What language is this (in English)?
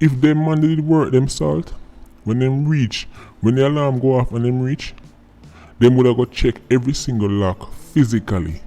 Jamaican Creole English